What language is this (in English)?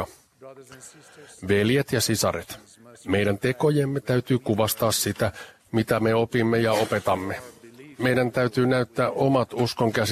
Finnish